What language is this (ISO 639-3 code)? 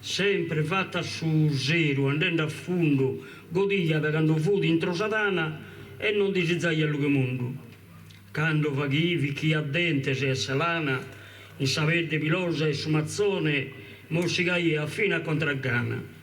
srd